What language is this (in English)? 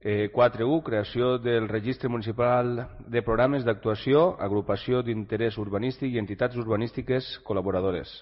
Catalan